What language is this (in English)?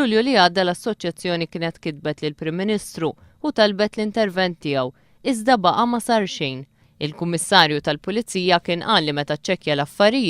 Maltese